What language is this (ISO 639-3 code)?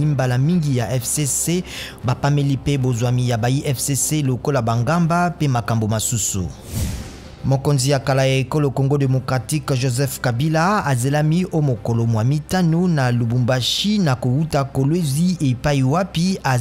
lin